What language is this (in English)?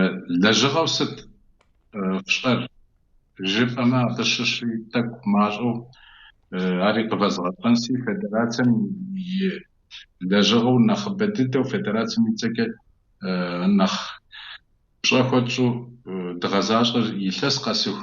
Kabardian